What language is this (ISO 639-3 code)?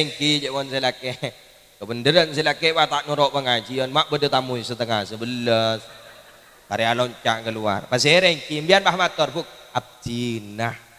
mad